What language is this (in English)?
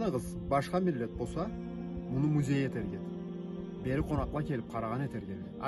Karachay-Balkar